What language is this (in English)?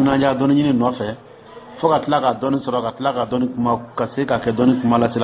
Dyula